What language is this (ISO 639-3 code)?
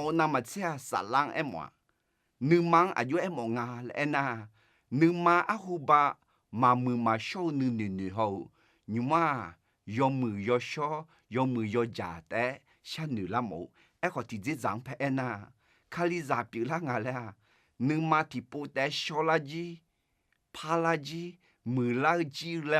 ahk